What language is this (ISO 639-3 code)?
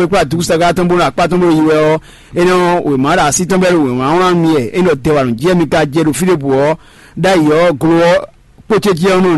fon